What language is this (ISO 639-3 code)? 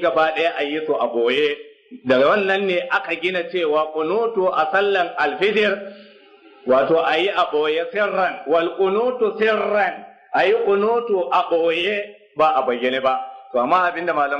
hau